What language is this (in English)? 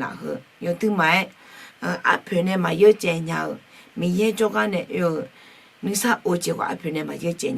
Akha